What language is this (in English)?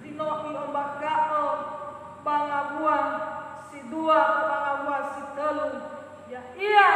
Nias